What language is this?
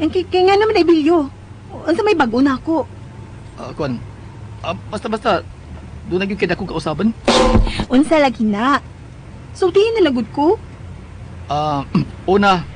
Cebuano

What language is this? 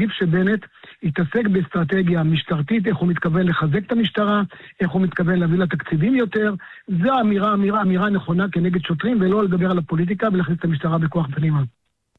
Hebrew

